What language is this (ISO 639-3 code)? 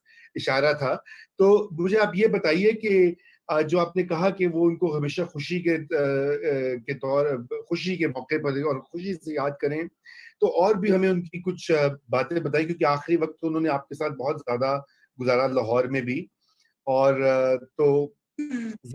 urd